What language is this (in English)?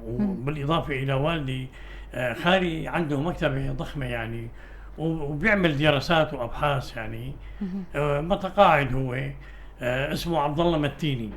North Levantine Arabic